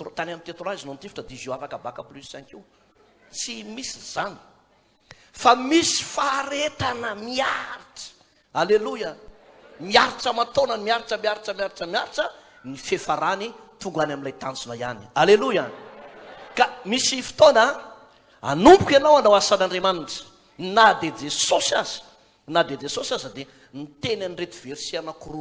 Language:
Malagasy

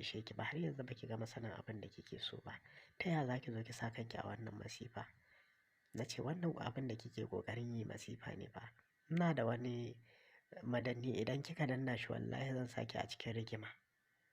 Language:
Hausa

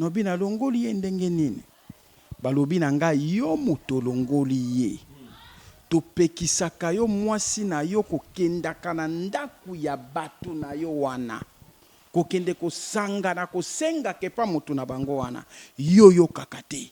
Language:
Lingala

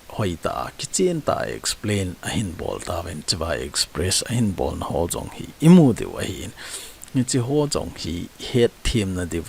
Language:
Thado Chin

